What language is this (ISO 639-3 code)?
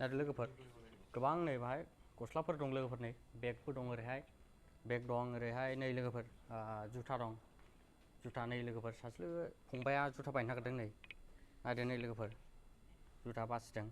brx